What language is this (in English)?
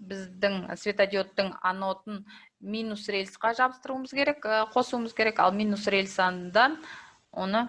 Kazakh